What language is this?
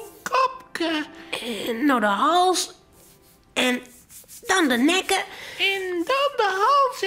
Western Frisian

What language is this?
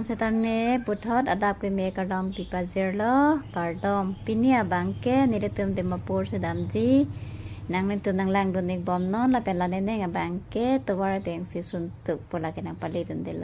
Karbi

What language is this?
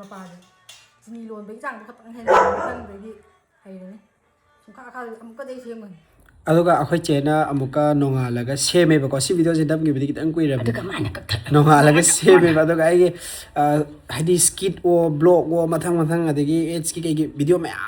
Manipuri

